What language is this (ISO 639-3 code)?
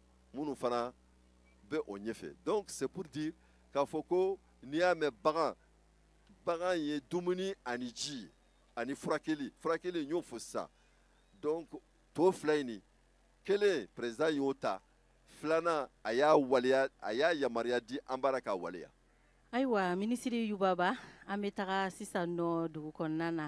bam